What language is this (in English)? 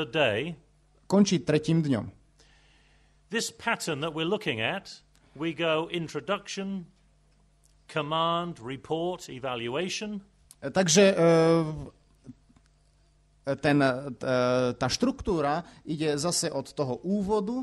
Slovak